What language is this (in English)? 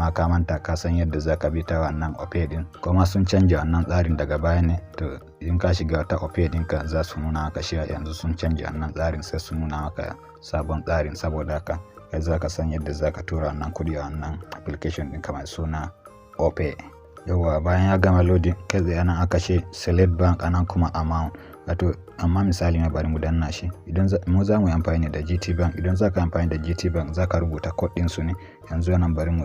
Hausa